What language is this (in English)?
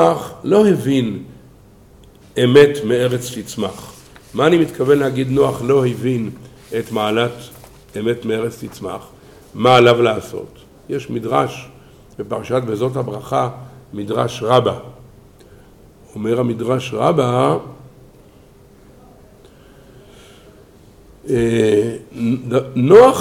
Hebrew